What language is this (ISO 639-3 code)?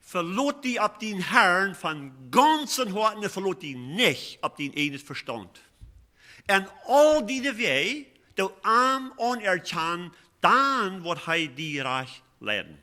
pdt